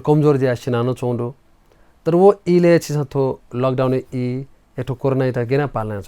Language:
Newari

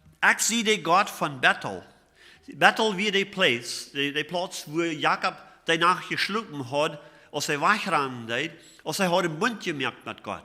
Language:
Plautdietsch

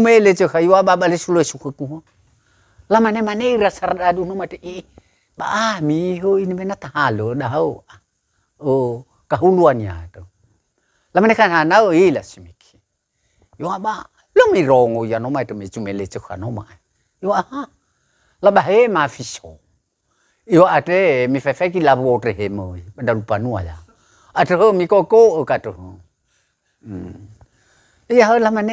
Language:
Nias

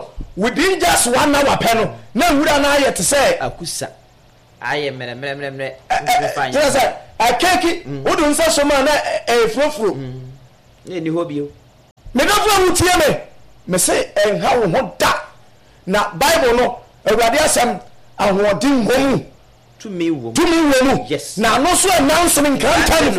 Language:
Akan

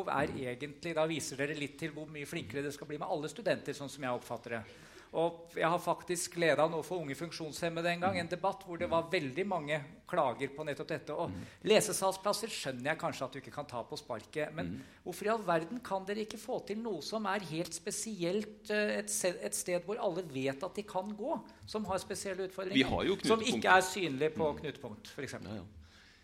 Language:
Norwegian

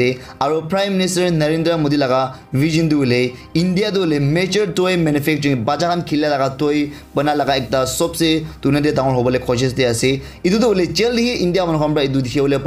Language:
Naga Pidgin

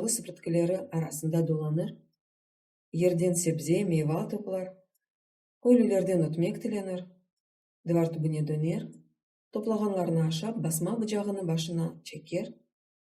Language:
Crimean Tatar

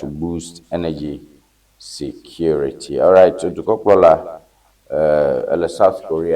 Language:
Ewe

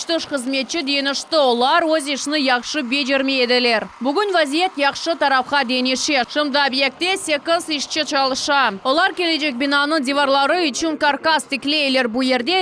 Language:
Crimean Tatar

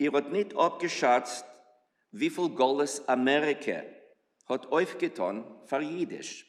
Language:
Yiddish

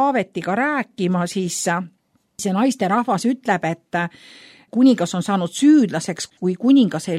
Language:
Estonian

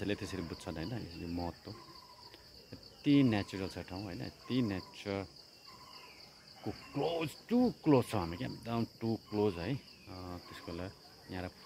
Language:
Nepali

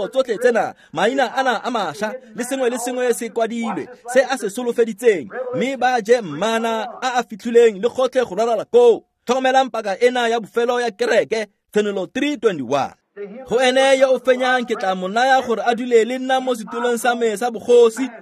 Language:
Tswana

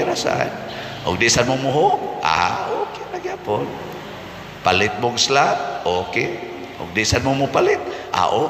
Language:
Cebuano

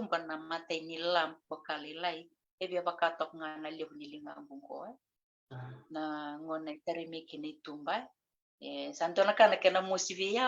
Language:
Fijian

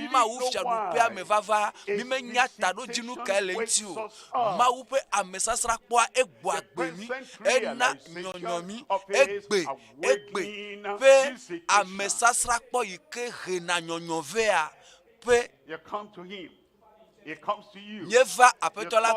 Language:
Ewe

